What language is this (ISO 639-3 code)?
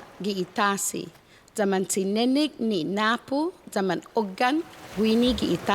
cha